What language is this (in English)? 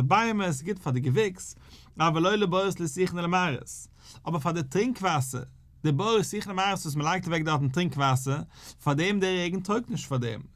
Yiddish